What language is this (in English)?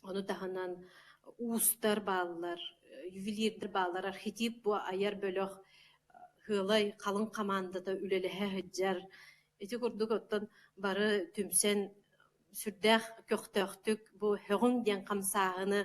Yakut